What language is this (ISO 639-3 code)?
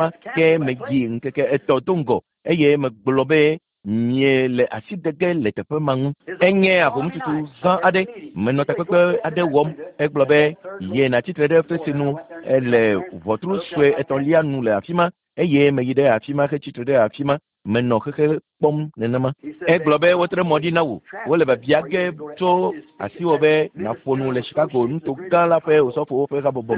ewe